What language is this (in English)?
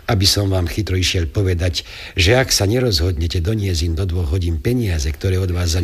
Slovak